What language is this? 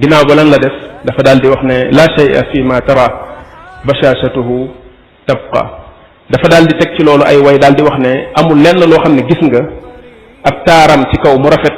Wolof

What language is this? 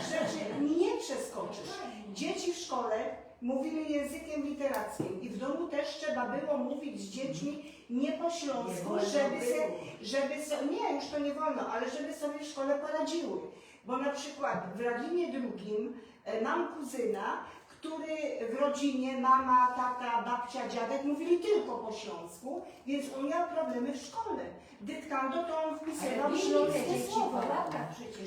Silesian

